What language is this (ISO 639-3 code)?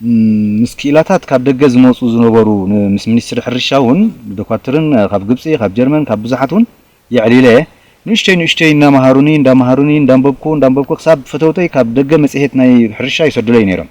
tir